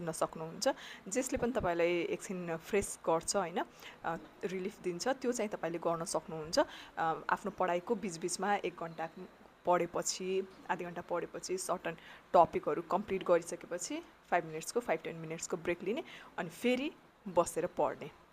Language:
Nepali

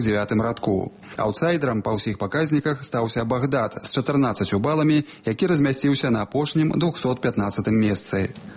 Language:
Belarusian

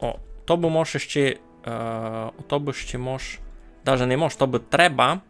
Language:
Rusyn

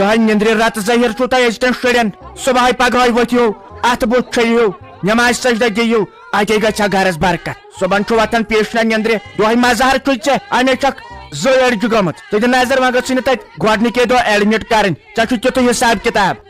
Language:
Kashmiri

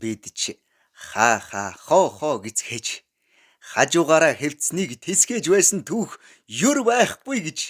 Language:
Mongolian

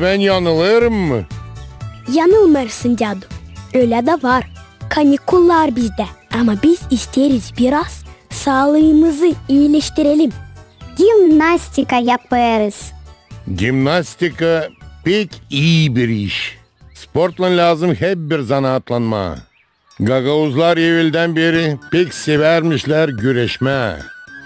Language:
Gagauz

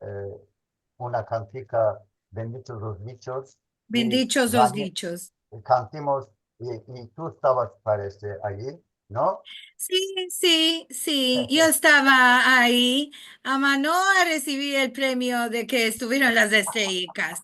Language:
Ladino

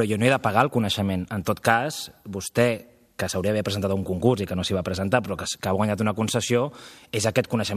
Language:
Catalan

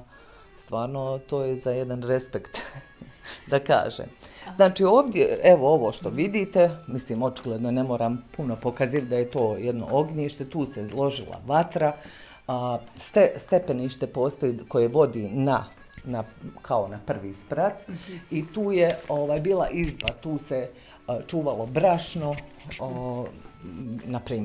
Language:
Bosnian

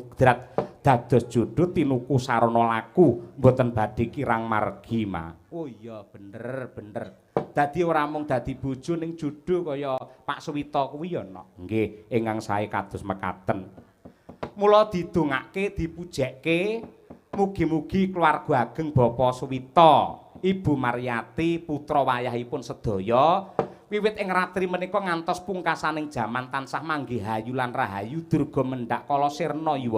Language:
Javanese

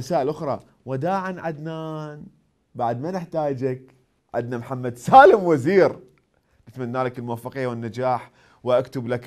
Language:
Mesopotamian Arabic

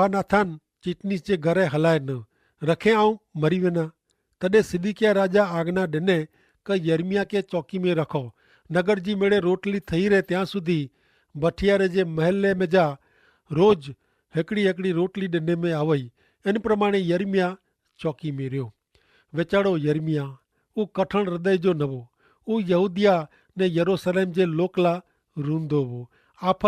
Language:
Kachhi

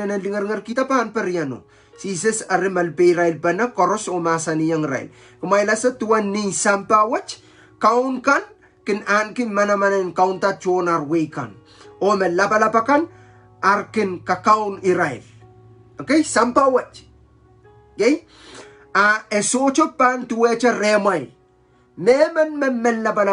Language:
Pohnpeian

